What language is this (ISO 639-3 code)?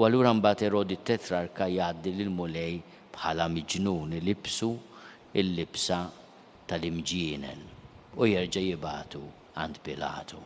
mlt